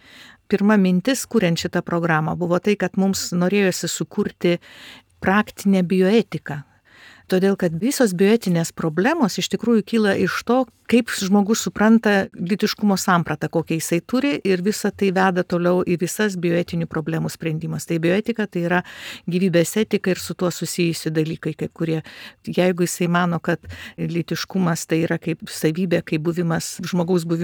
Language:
Lithuanian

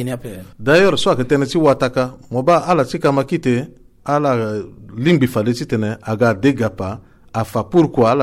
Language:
Sango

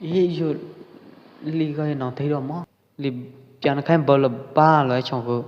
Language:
Pwo Eastern Karen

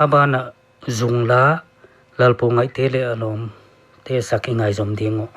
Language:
Paite Chin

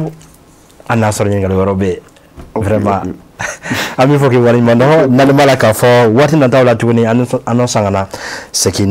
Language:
Bambara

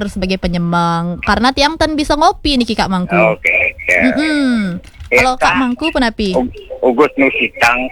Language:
Balinese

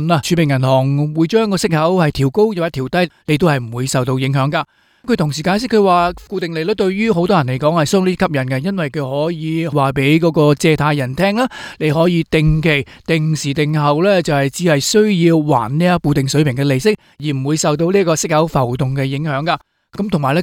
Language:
Cantonese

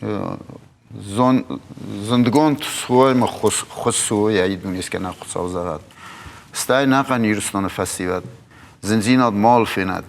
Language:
Ossetic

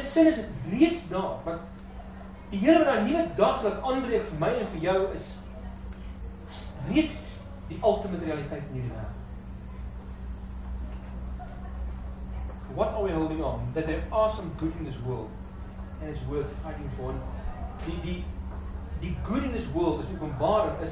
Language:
Afrikaans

